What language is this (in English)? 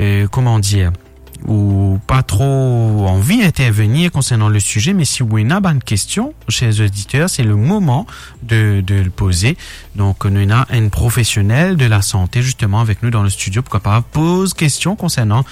Morisyen